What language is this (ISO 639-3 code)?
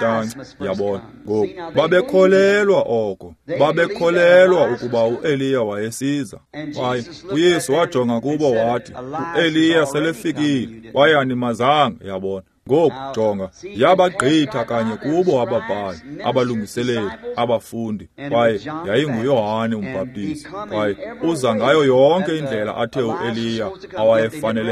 xho